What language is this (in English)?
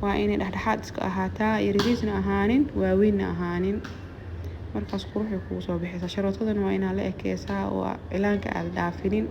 Somali